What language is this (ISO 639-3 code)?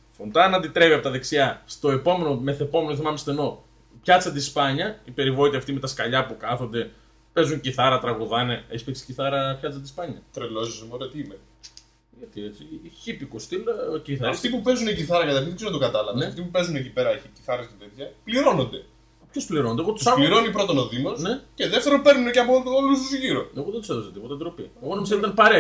ell